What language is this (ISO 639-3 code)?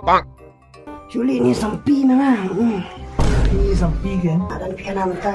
kha